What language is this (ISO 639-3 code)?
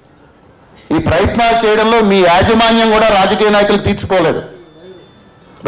tel